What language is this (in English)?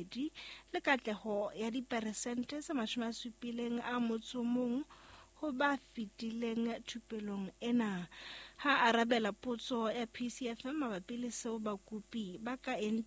Southern Sotho